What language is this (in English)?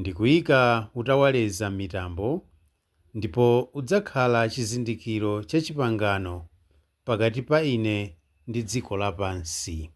Nyanja